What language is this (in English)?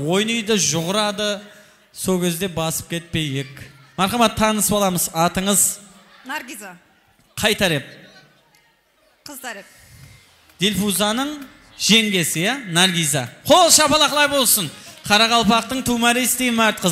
Kara-Kalpak